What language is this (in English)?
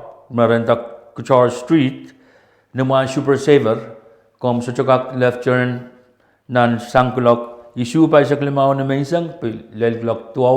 Pohnpeian